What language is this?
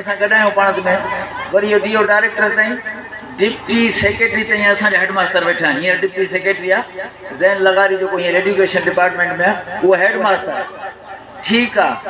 Sindhi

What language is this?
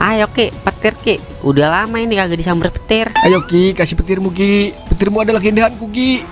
Betawi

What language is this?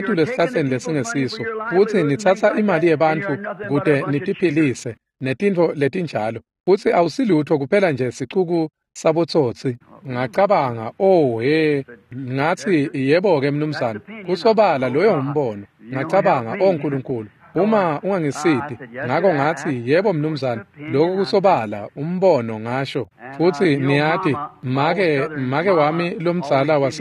Swati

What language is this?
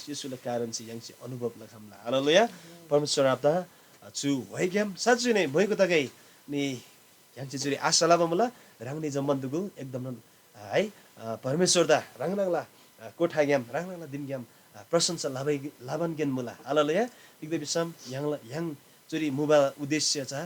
Eastern Tamang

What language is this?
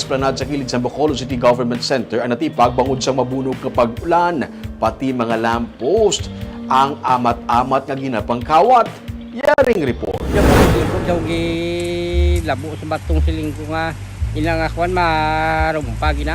Hiligaynon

